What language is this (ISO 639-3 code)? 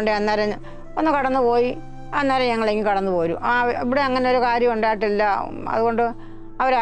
mal